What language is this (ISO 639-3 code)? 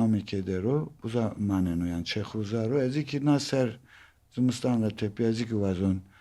zza